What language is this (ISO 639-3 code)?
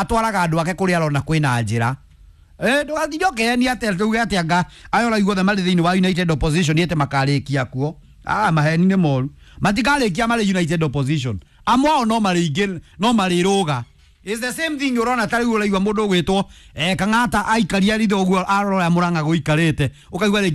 kik